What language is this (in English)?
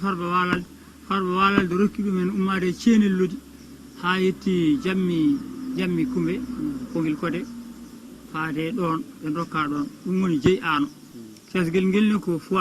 Fula